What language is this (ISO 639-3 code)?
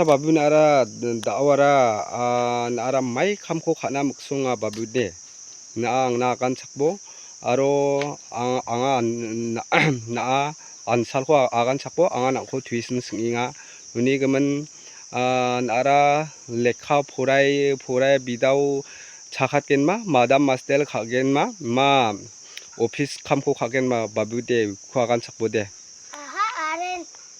grt